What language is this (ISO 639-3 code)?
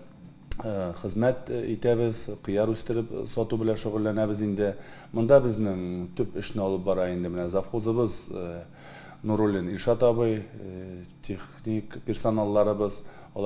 tat